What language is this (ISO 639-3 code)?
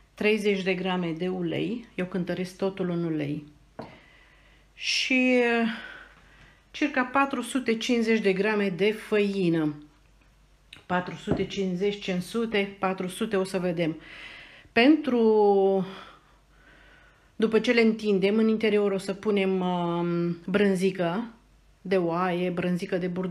ron